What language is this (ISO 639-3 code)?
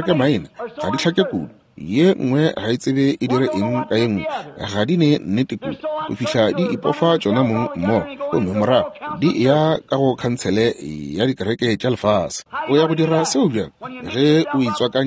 nso